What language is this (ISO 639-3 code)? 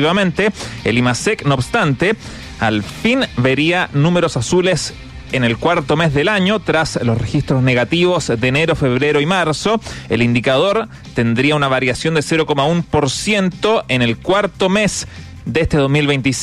spa